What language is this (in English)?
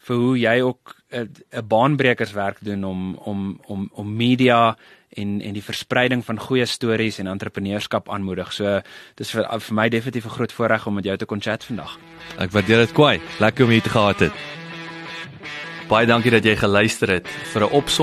Afrikaans